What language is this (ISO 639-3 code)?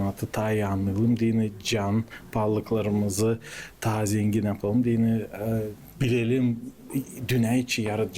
gag